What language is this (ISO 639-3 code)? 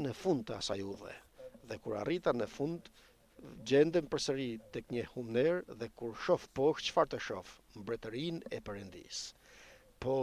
sqi